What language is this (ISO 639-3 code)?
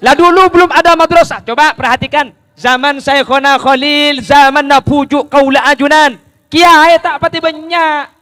mad